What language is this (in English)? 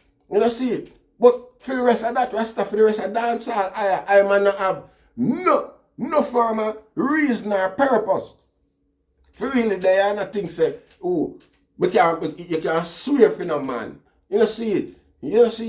Jamaican Creole English